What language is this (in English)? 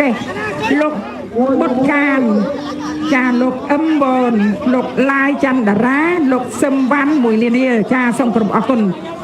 Khmer